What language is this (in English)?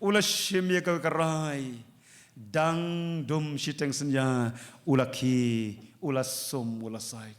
Khasi